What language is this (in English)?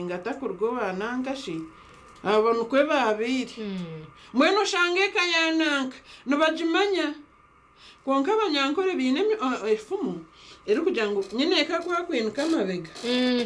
Nyankole